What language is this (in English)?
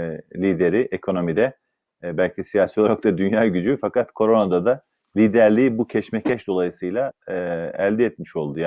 Turkish